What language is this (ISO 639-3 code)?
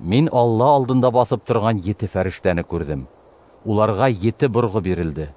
bak